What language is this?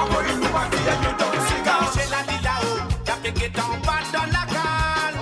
Morisyen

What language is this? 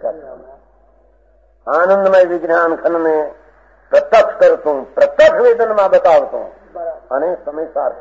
Gujarati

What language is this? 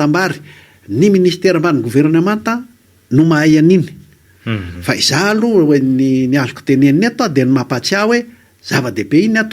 Malagasy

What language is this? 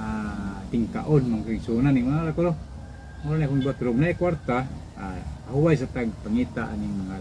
Cebuano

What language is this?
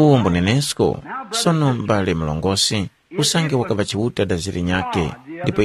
Tumbuka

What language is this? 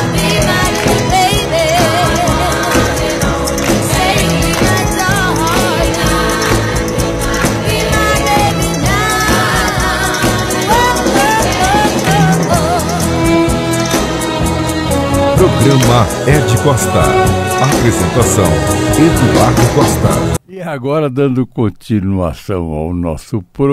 Portuguese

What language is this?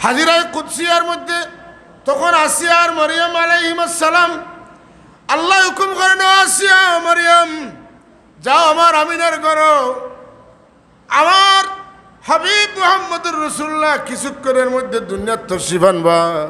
Sylheti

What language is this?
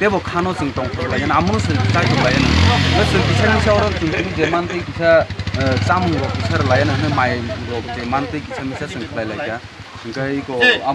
Kok Borok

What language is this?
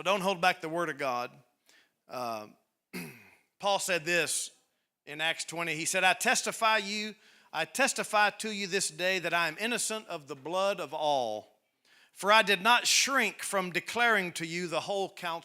English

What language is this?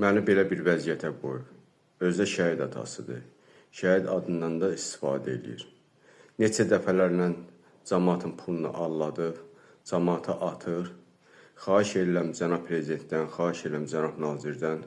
Azerbaijani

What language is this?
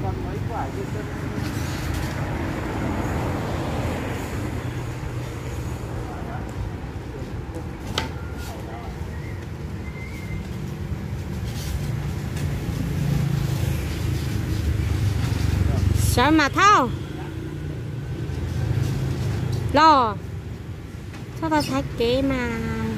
Vietnamese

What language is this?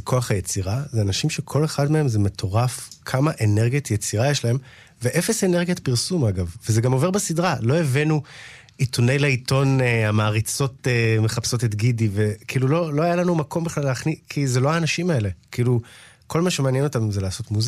Hebrew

